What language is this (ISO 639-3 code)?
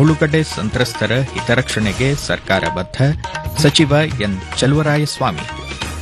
kan